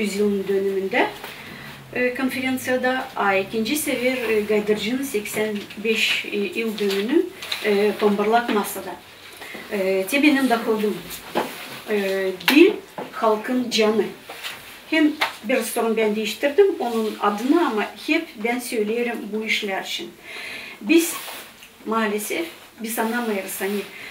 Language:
Gagauz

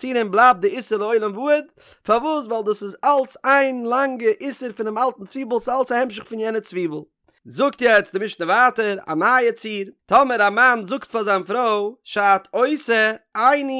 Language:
Yiddish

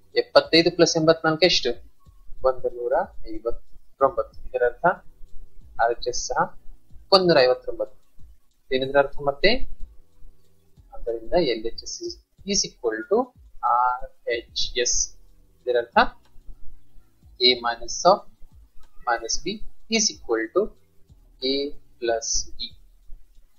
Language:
Kannada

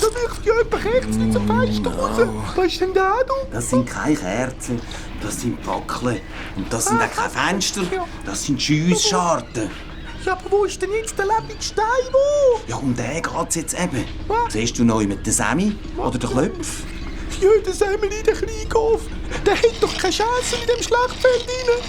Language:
Swiss German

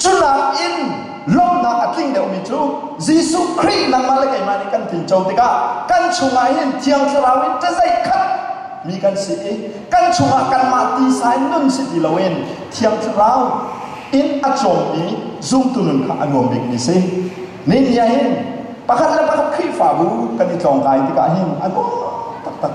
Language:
Hakha Chin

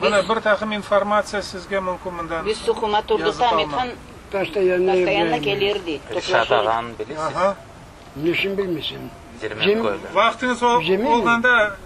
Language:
Crimean Tatar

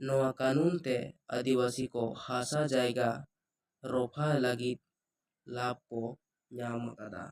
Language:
Santali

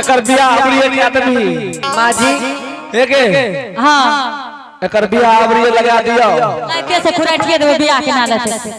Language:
Angika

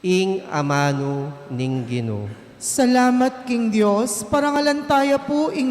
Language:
Pampanga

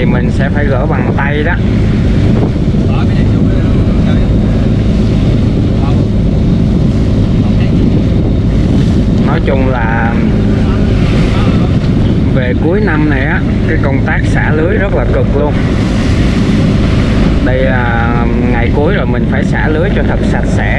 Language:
Vietnamese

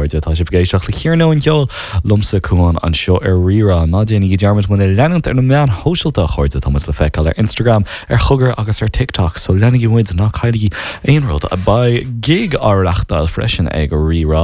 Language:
Irish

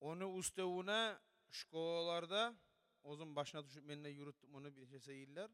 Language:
Kumyk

